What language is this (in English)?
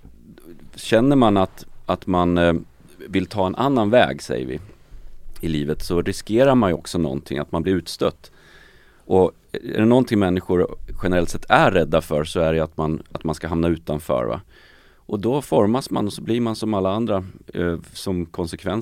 Swedish